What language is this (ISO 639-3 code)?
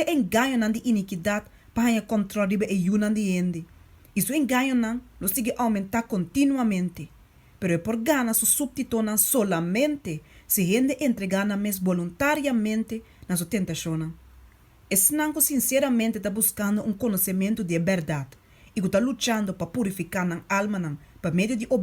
pap